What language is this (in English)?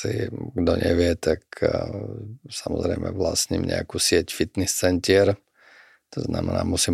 Slovak